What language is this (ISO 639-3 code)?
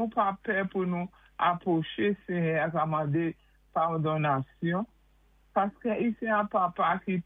acf